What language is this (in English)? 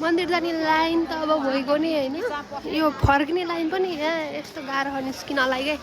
Nepali